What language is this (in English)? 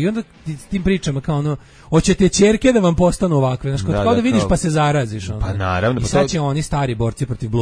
Serbian